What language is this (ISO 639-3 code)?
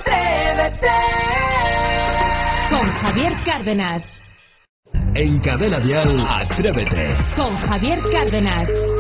spa